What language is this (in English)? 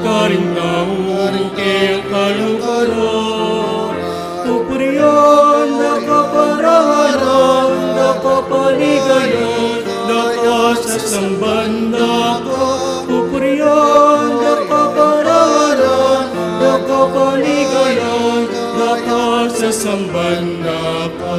Pampanga